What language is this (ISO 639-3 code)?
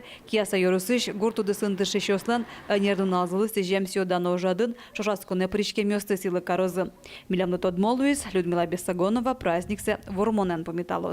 udm